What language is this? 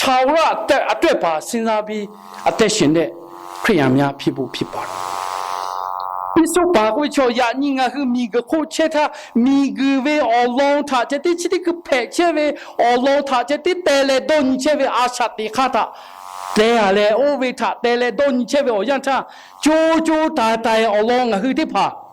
Lahu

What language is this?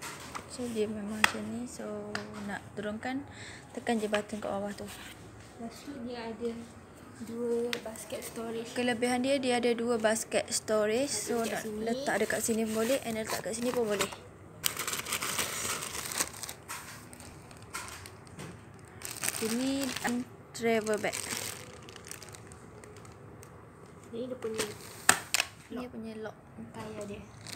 Malay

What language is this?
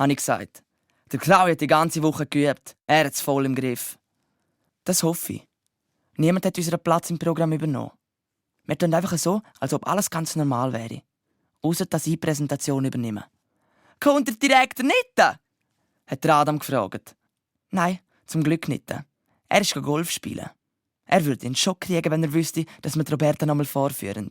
Swiss German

